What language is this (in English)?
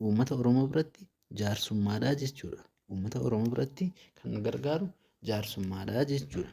Oromo